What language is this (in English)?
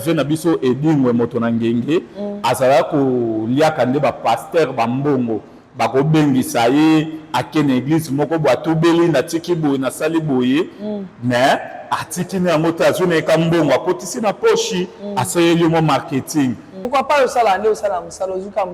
Lingala